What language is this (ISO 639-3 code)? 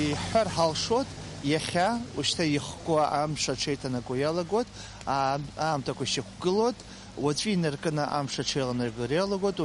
abk